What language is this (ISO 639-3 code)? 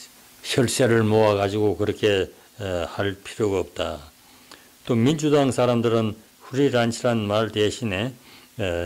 kor